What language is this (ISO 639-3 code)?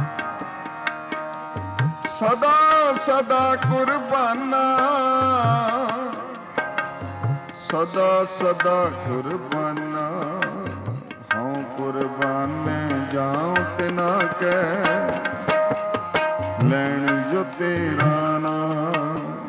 pan